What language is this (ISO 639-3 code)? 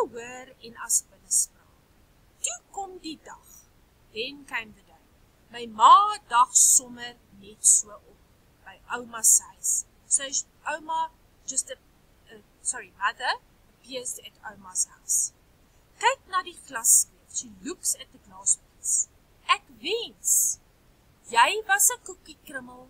afr